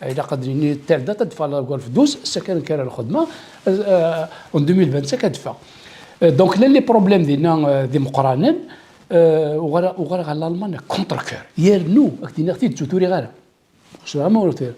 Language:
Kabyle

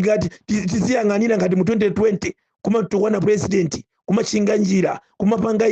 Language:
Nyanja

